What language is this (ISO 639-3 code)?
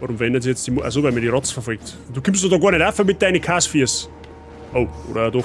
bar